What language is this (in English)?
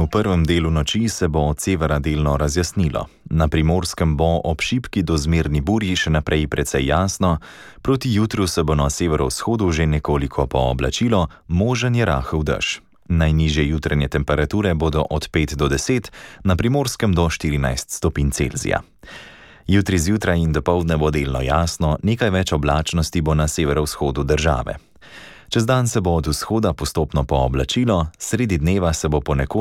Slovenian